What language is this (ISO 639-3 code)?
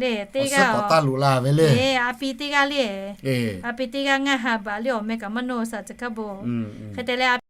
lhu